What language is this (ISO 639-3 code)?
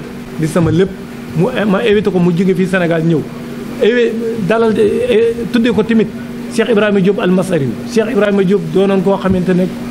wol